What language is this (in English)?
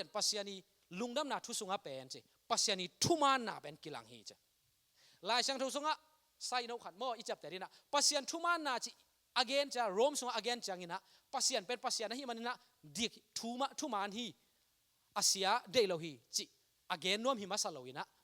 Tedim Chin